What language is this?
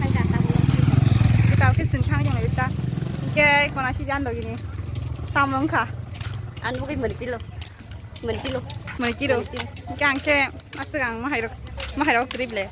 Kok Borok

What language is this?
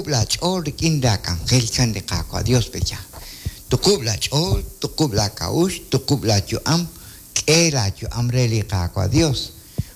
Kekchí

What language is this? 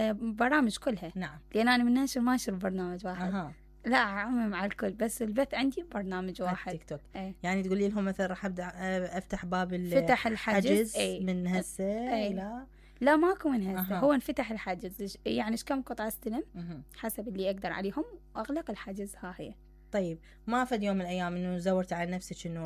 Mesopotamian Arabic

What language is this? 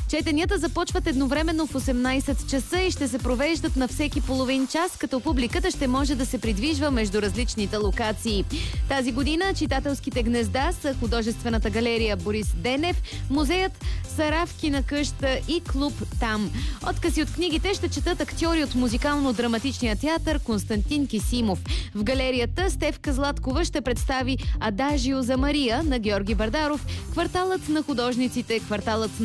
Bulgarian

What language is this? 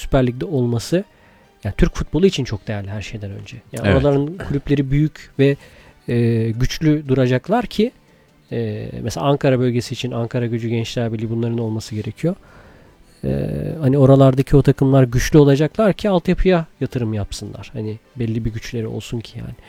Turkish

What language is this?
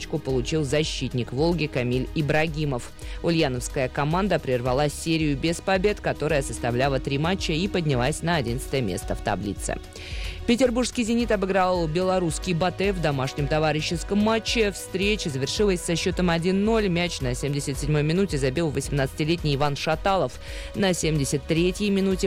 Russian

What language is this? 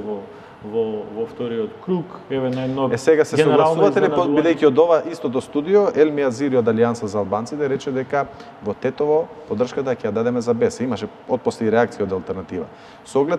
Macedonian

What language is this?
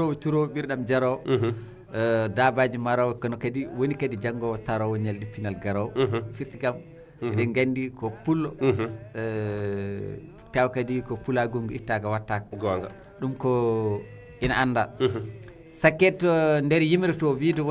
Fula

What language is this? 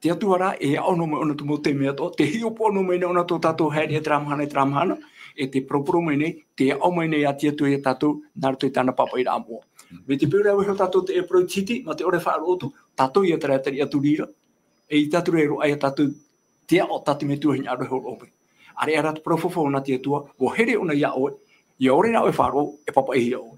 Tahitian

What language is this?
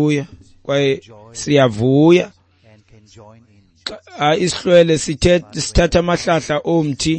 Xhosa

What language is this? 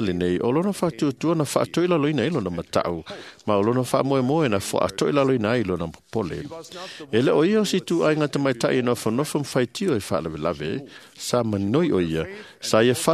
Samoan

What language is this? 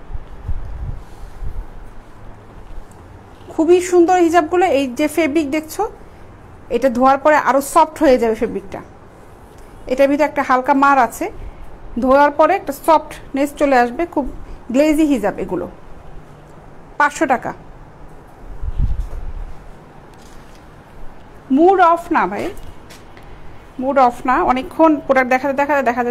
Bangla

